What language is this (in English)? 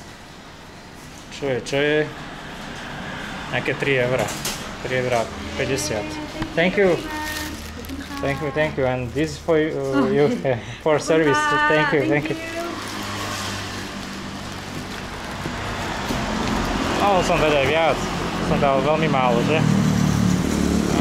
Slovak